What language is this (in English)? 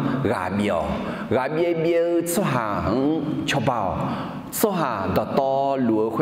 Akha